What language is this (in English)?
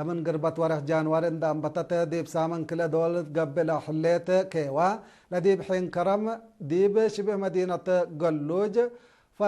Tigre